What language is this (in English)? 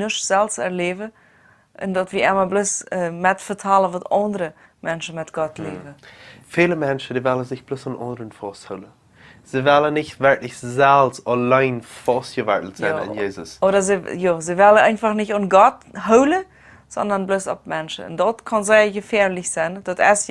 Plautdietsch